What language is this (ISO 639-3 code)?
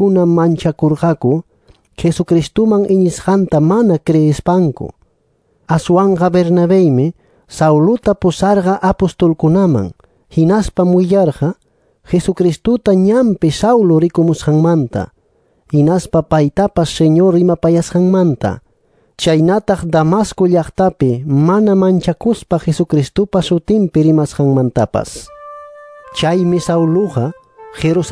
que